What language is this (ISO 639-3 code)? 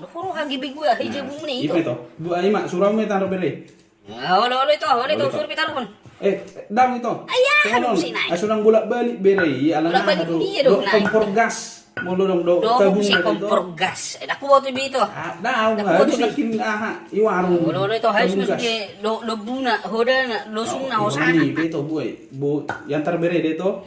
bbc